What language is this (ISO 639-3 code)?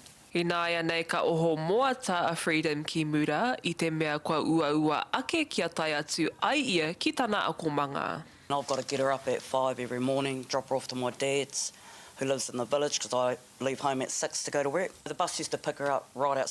mri